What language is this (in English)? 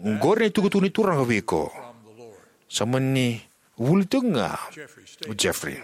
Fijian